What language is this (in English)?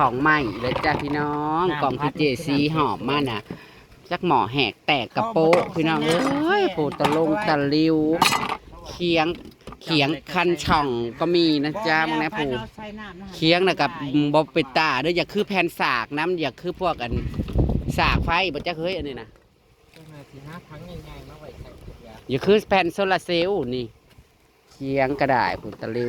Northeastern Thai